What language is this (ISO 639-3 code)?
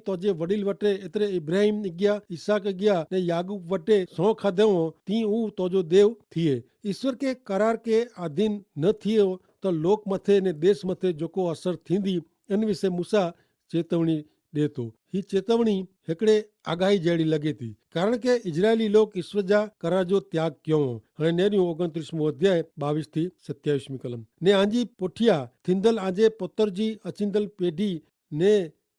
kfr